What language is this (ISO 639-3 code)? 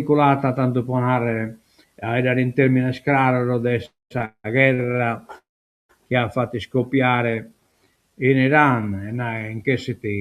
srd